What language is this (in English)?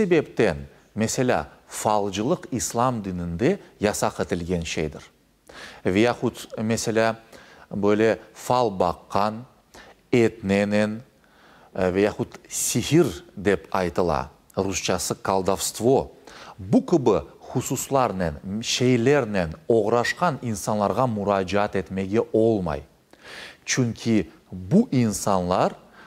Crimean Tatar